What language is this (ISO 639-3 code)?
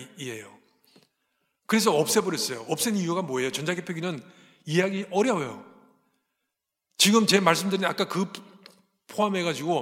kor